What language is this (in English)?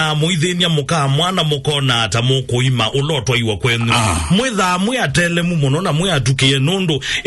Kamba